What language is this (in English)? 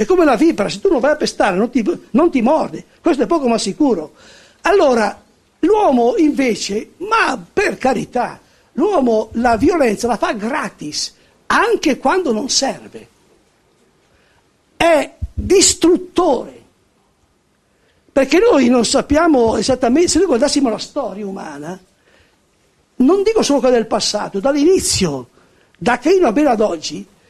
Italian